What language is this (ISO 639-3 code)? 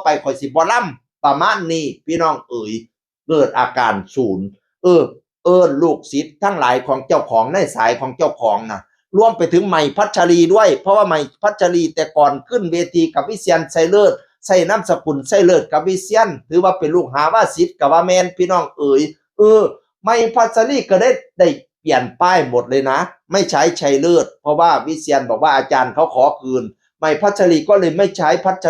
tts